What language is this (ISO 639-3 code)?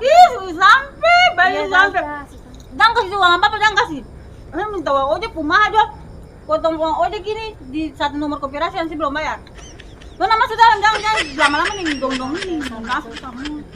abs